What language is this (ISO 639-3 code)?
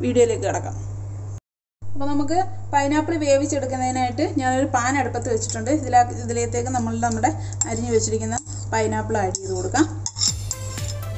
mal